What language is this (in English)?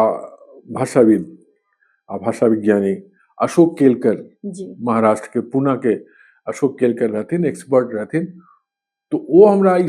Maithili